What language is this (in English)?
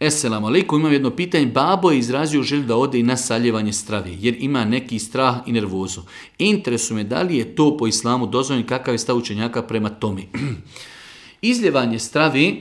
Bosnian